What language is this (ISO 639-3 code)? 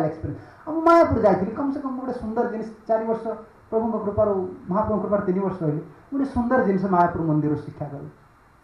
ori